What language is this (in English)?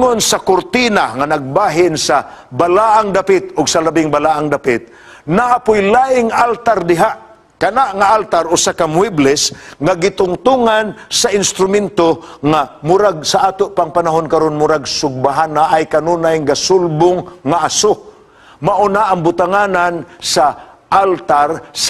Cebuano